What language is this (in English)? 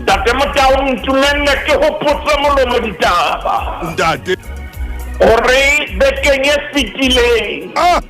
Southern Sotho